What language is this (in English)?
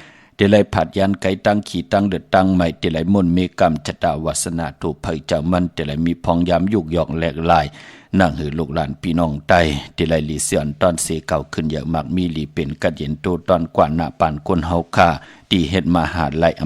Shan